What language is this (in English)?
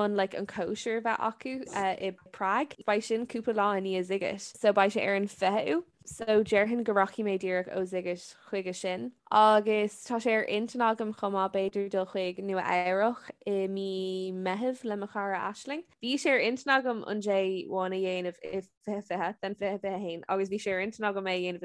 Irish